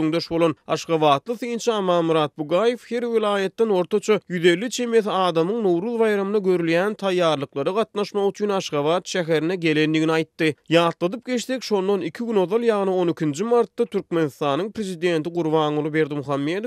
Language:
Turkmen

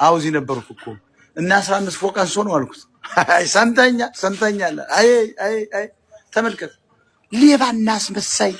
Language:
Amharic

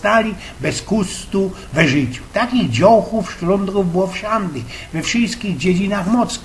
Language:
Silesian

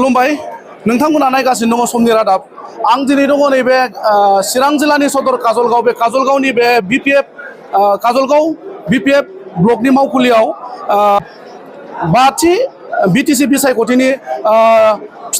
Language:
Bodo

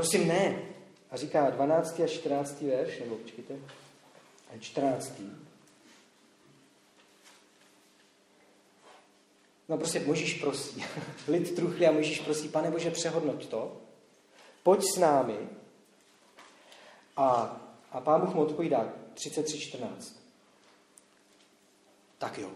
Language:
Czech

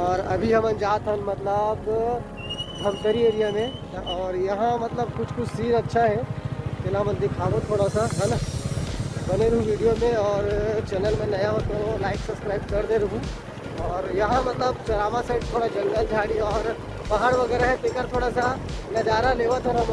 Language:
Chhattisgarhi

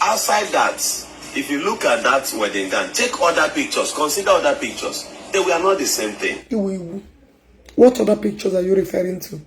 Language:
Igbo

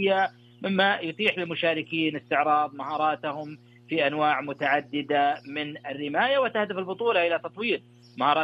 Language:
Arabic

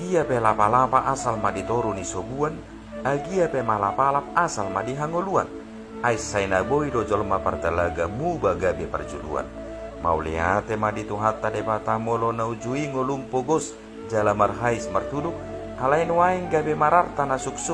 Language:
Batak Toba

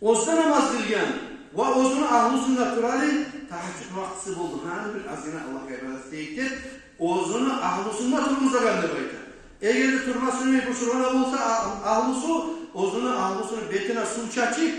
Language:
Kumyk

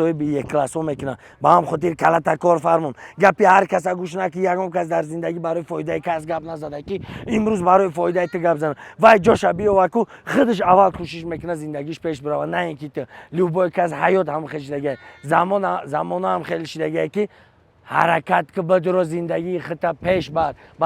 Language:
Tajik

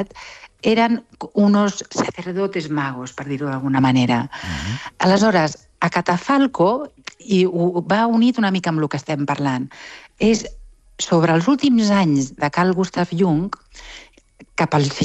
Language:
Catalan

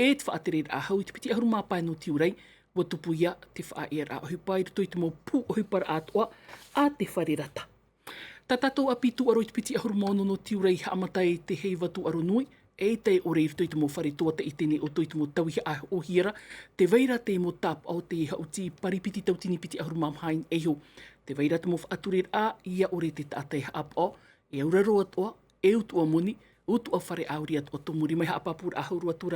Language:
Tahitian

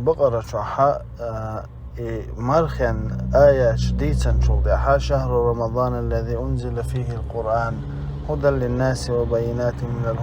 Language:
Chechen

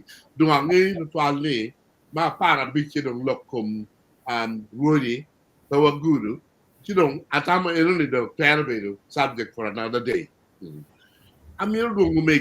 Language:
Acoli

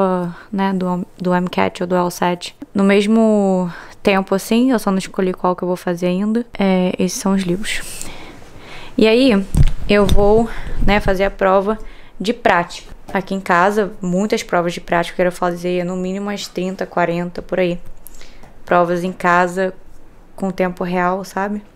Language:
Portuguese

